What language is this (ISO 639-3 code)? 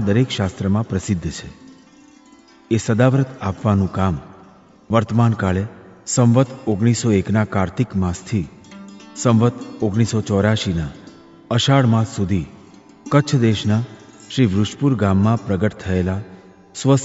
guj